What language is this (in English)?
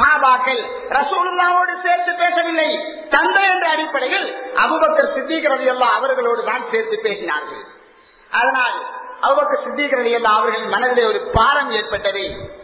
Tamil